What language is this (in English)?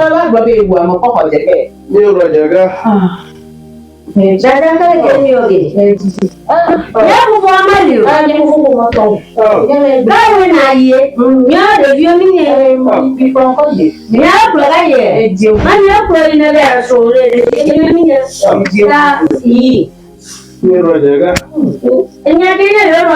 Ewe